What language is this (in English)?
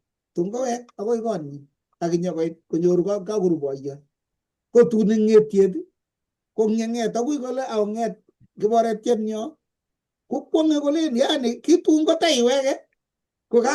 Kalenjin